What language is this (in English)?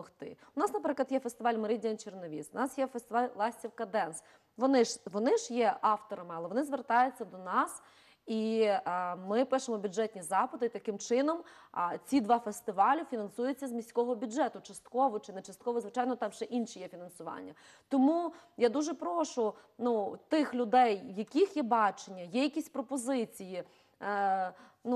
Ukrainian